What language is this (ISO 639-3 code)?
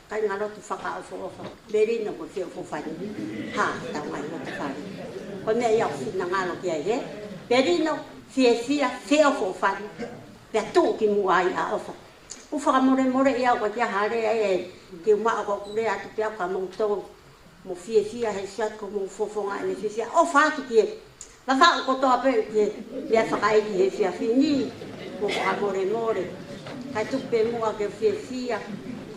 ton